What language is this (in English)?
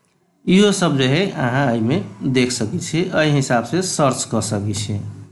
Maithili